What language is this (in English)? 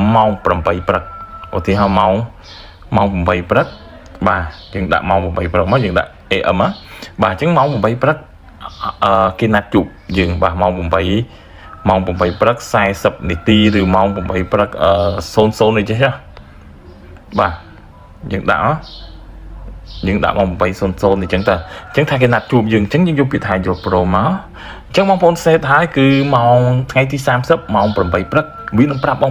Khmer